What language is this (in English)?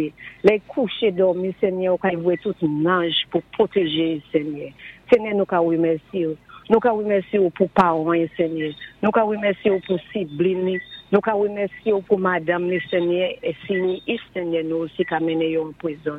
Saint Lucian Creole French